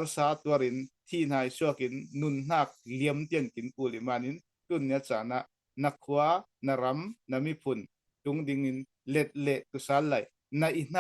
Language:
Falam Chin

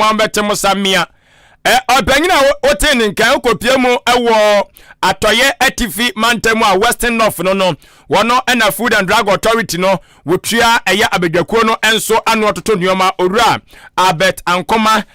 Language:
Akan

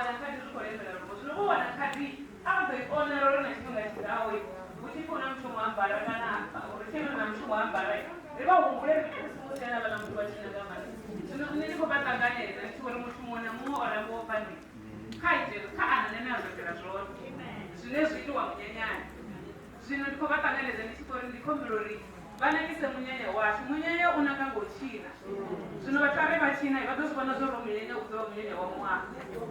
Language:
Venda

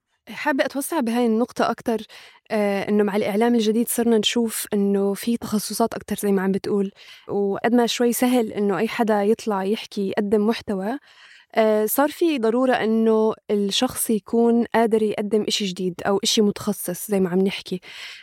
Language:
North Levantine Arabic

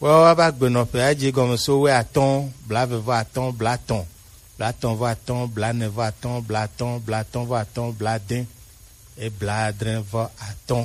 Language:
Gen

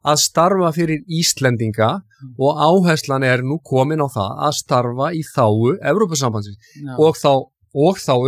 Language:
Icelandic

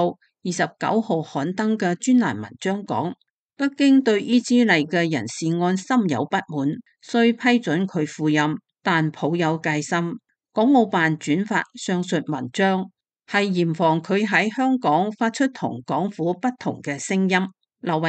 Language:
Cantonese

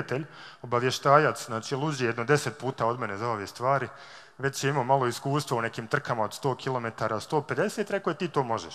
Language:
Bosnian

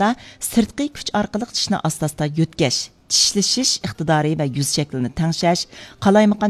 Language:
Uyghur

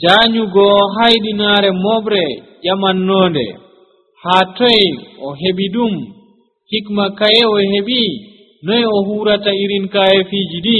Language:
Nigerian Fulfulde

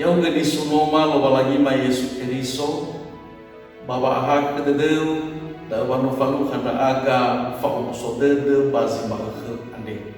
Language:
Nias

